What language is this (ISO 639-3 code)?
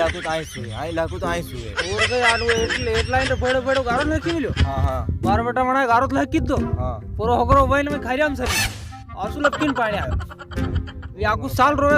raj